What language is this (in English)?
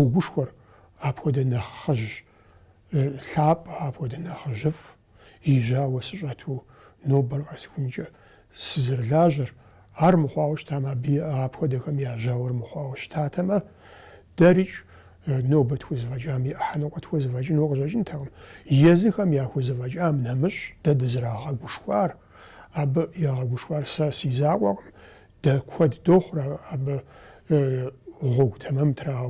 Kabardian